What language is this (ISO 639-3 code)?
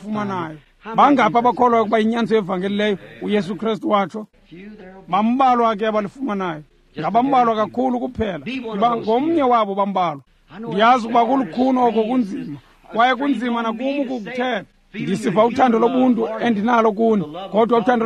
xho